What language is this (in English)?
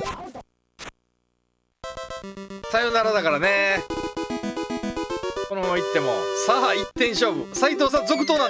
Japanese